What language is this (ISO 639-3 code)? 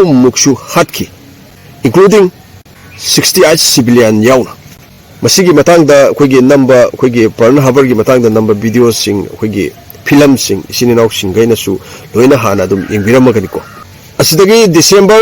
mni